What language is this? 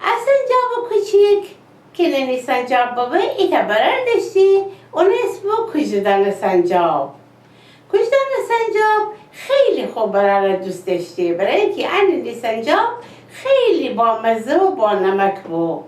Gilaki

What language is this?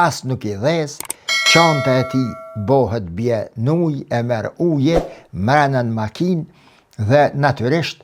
Albanian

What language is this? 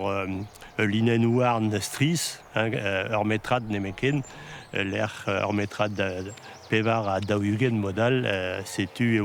Breton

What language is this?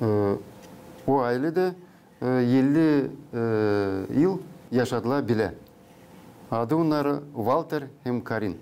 Gagauz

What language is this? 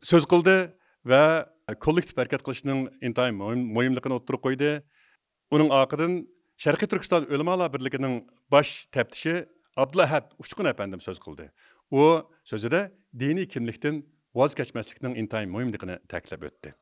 Uyghur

